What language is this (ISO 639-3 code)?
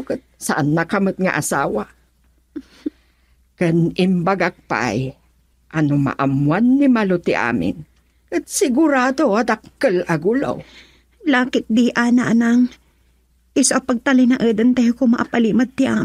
ilo